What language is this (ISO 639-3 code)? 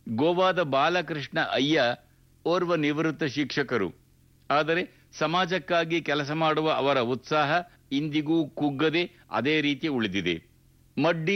kan